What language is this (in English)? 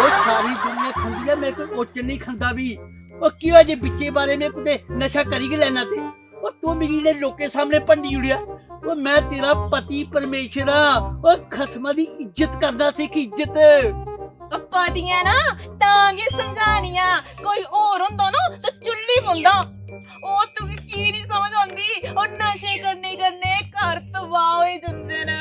Dogri